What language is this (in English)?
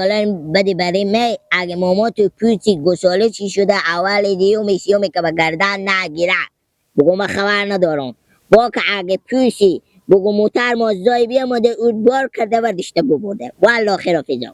Persian